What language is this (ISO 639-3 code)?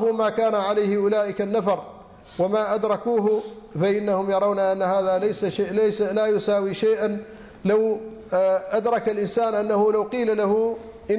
ara